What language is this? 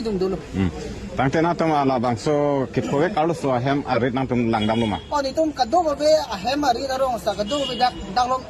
Karbi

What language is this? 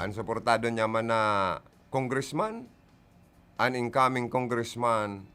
Bikol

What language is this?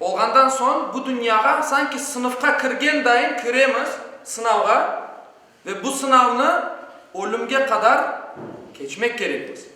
Crimean Tatar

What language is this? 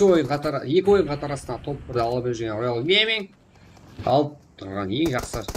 Kara-Kalpak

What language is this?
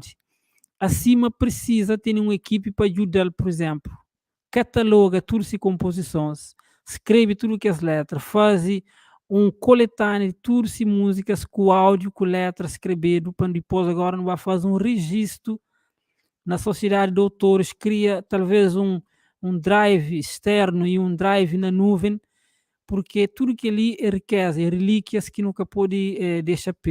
Kabuverdianu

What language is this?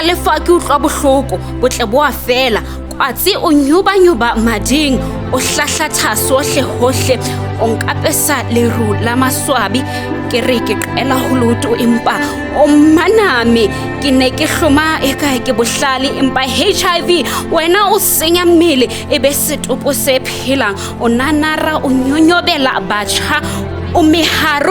Southern Sotho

